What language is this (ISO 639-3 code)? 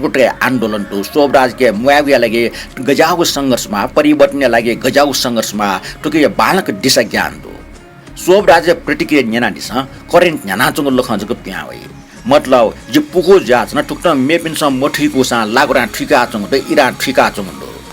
new